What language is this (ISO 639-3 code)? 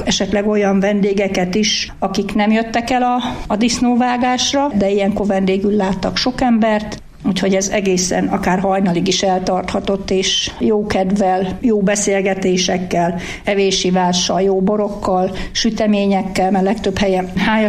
hun